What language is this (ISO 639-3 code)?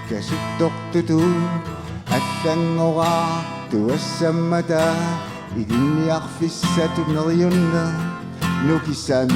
kal